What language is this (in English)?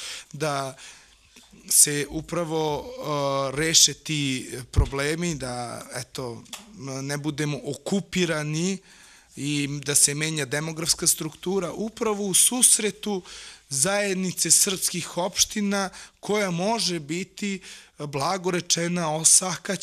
Serbian